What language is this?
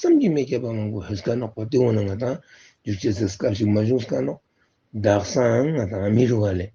Ladakhi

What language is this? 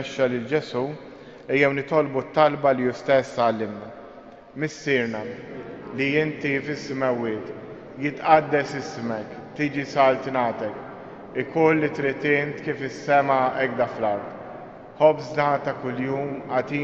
Maltese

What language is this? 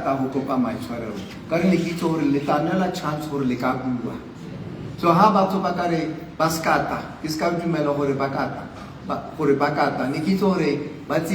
Tswana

